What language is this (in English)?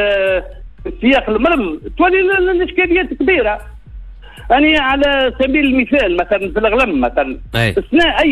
Tunisian Arabic